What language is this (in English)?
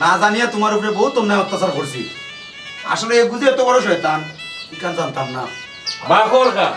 Sylheti